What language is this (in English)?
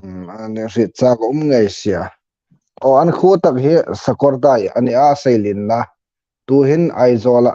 Hmar